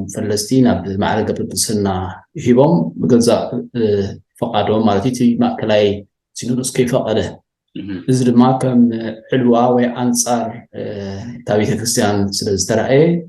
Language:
Tigrinya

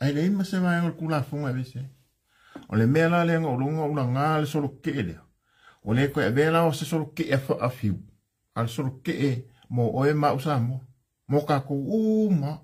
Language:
Samoan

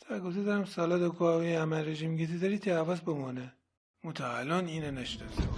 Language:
Gilaki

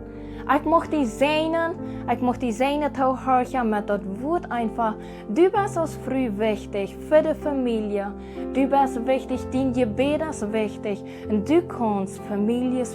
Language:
Plautdietsch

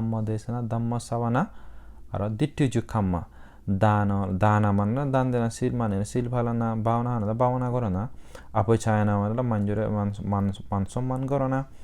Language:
Chakma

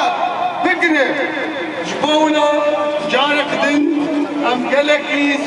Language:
Kurdish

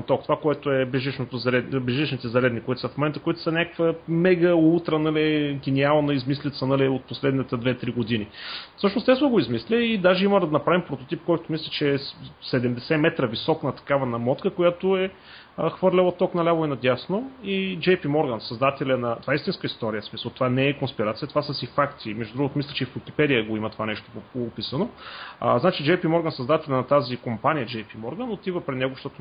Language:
Bulgarian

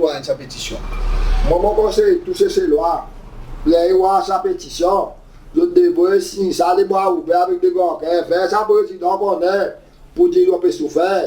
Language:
Seselwa Creole French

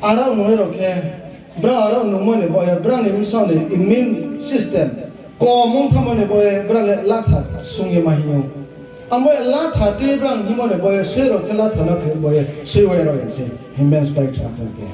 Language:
Riang (India)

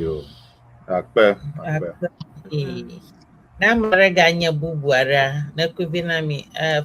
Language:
Ewe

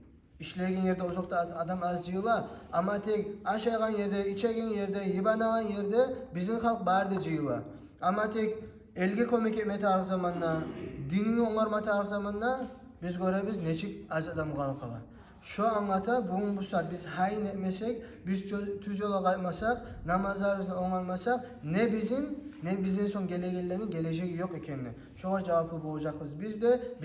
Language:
Kumyk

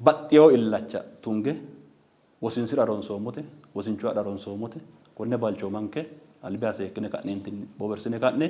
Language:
Sidamo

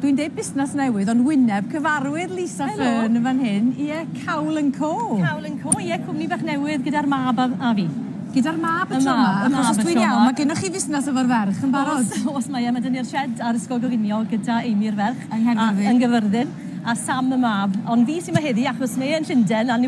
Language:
Welsh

